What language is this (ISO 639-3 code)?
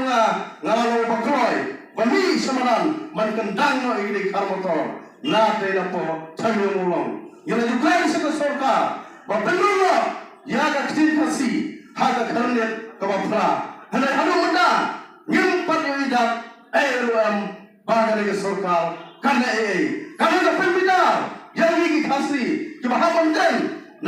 kha